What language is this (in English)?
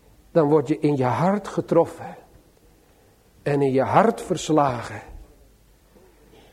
Dutch